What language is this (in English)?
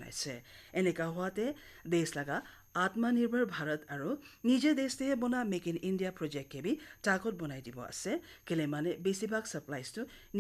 Naga Pidgin